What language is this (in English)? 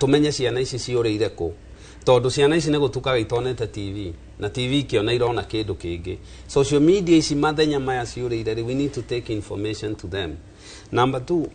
Kikuyu